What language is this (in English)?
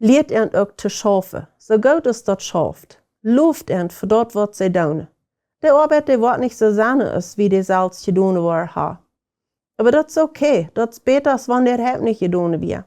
Plautdietsch